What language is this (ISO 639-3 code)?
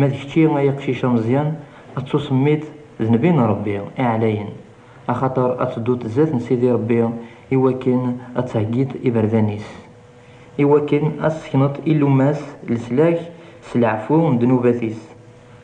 kab